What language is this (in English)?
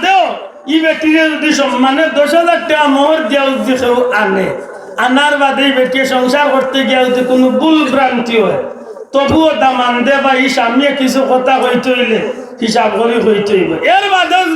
Sylheti